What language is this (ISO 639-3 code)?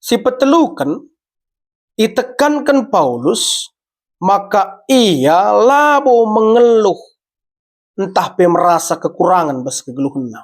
btx